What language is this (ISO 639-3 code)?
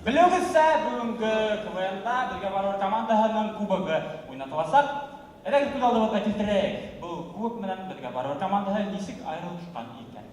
bak